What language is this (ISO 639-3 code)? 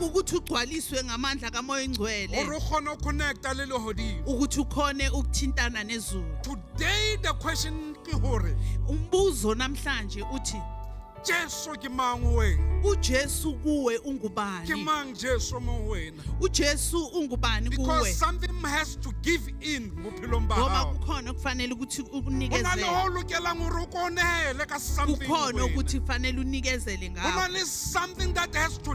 sot